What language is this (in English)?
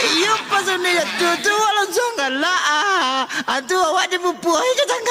Minangkabau